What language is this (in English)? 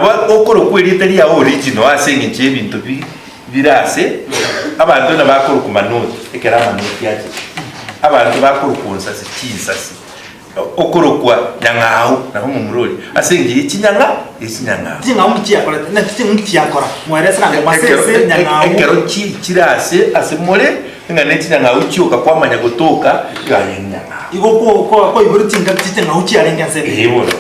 Gusii